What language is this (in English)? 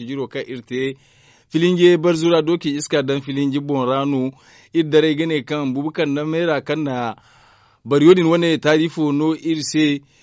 Zarma